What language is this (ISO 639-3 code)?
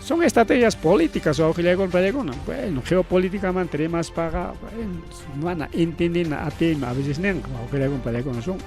quy